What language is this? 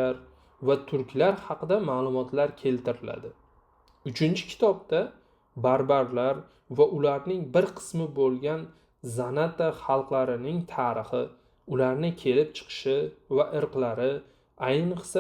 Uzbek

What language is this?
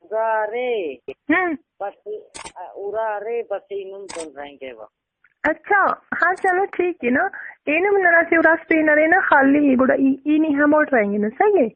Brahui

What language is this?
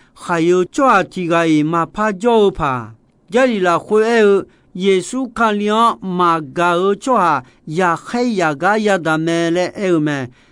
Akha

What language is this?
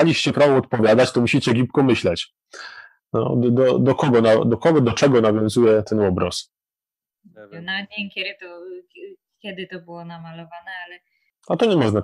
Silesian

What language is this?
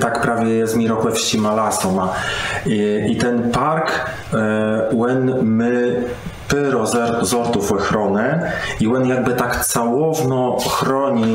Kashubian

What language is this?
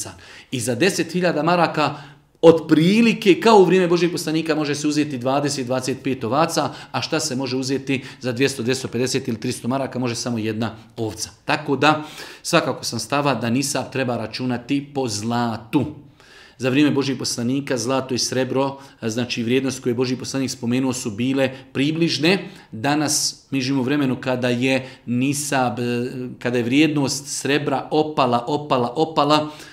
Bosnian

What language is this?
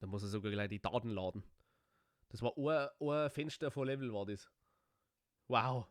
Bavarian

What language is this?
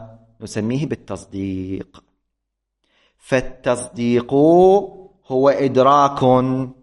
Arabic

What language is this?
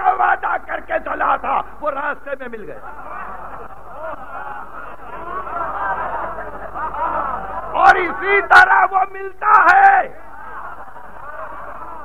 Urdu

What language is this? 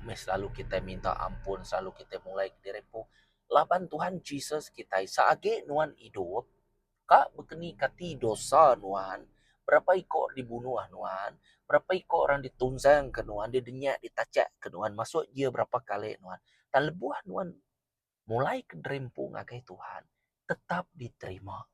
Iban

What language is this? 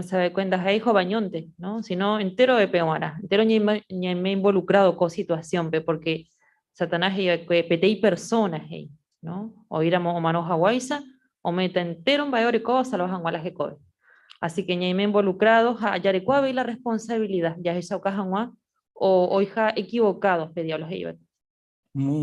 Guarani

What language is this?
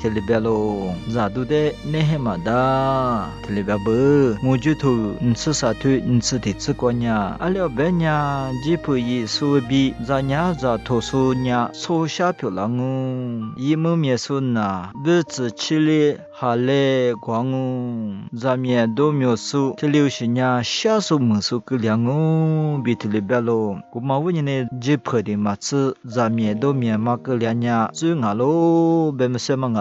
Lisu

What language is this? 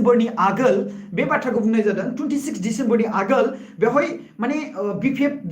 Bodo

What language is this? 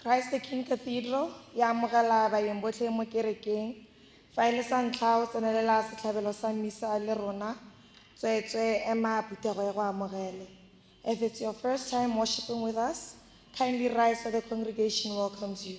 Tswana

